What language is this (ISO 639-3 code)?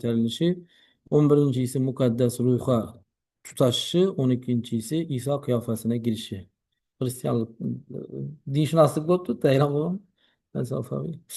uzb